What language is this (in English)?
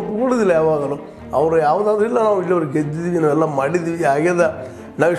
Kannada